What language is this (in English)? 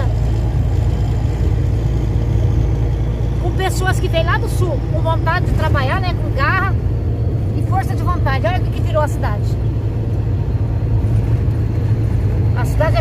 Portuguese